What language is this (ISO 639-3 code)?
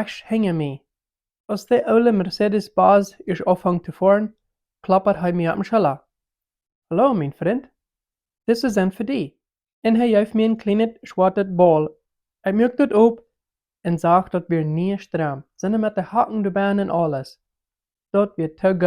pdt